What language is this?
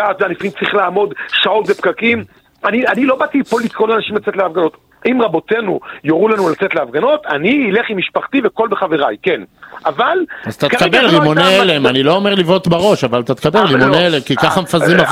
Hebrew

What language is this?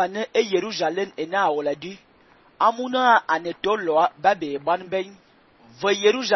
Fang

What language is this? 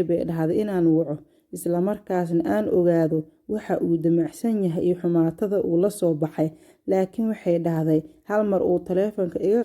Somali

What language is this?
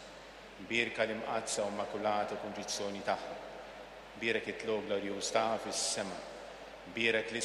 Maltese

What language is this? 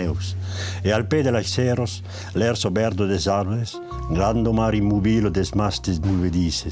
Occitan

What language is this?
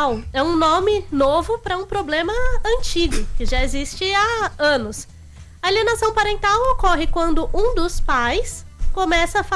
Portuguese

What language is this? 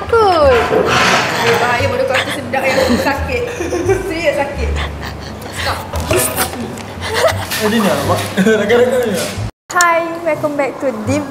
Malay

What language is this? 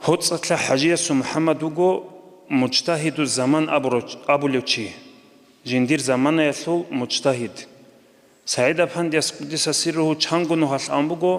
Avaric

